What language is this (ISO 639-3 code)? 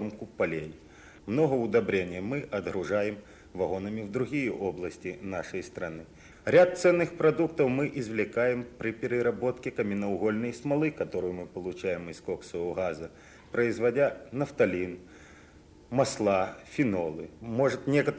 rus